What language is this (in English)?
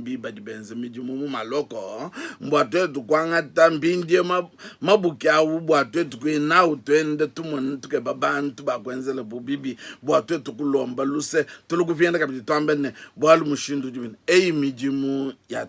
Luba-Lulua